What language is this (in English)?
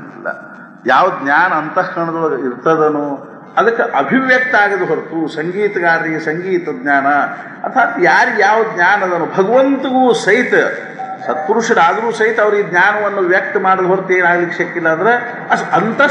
Kannada